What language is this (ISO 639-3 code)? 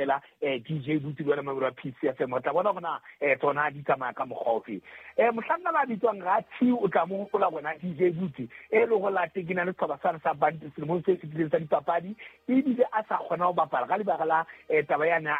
sot